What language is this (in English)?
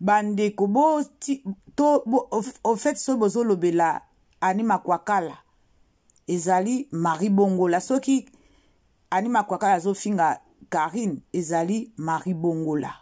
Lingala